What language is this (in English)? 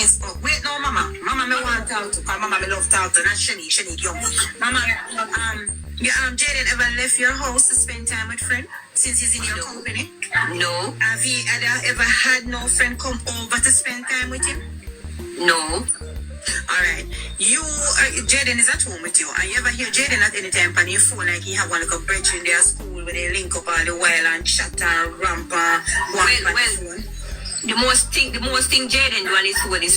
Jamaican Creole English